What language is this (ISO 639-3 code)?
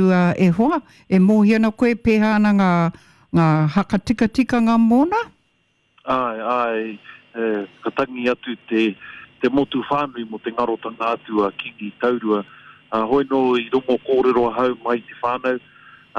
mri